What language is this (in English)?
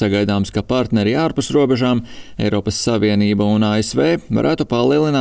Latvian